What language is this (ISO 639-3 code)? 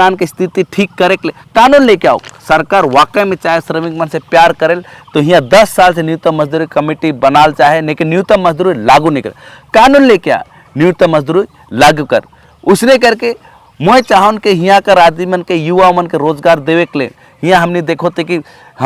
sck